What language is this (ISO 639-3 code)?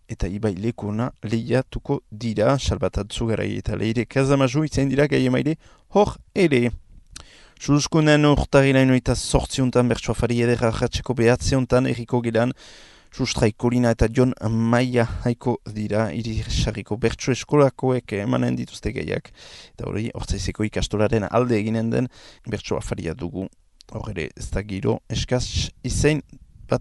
eus